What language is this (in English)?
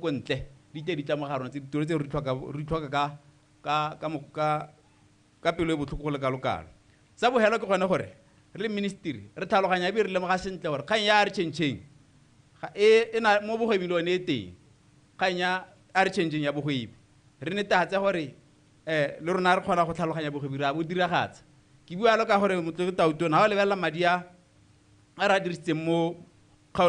Tswana